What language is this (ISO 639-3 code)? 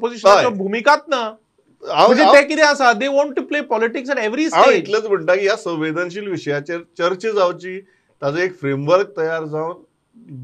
kok